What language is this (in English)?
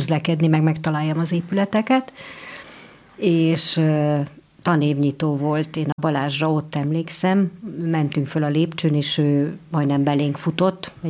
Hungarian